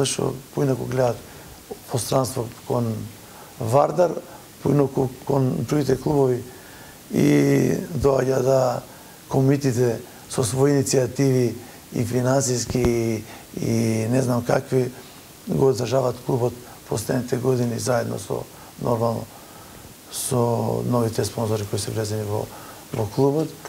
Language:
Macedonian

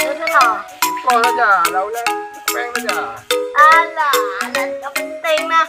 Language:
Achinese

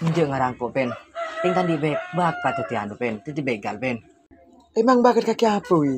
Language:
Madurese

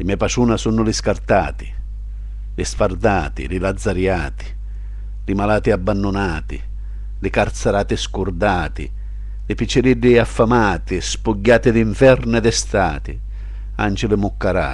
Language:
Sicilian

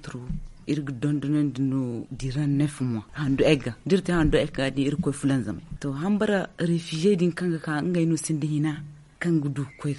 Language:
Zarma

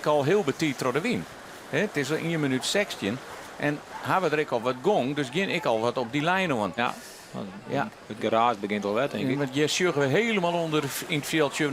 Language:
Western Frisian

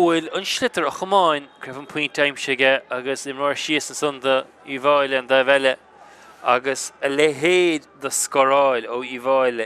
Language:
Irish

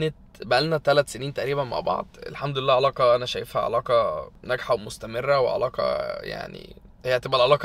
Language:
Egyptian Arabic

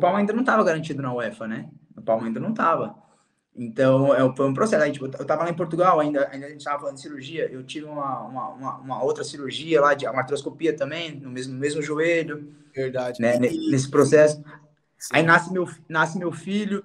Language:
Portuguese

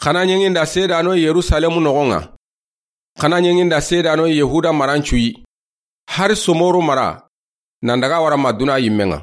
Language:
Soninke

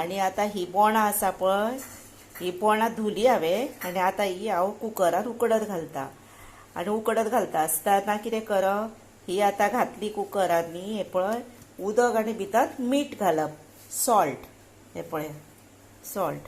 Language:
Konkani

